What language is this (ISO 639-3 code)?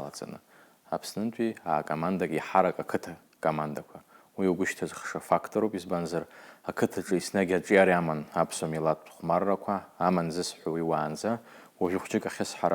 abk